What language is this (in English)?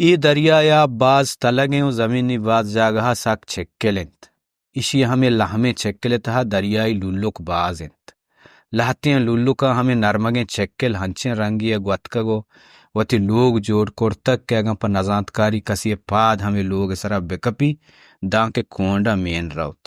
Baluchi